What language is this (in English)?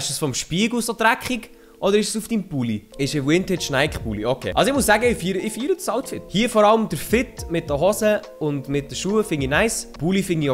Swiss German